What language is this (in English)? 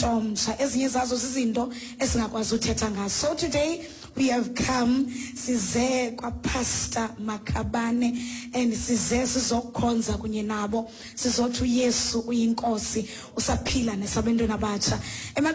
Xhosa